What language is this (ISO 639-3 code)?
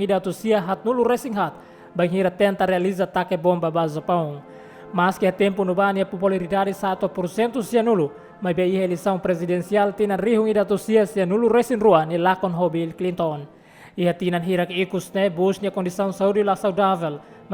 tet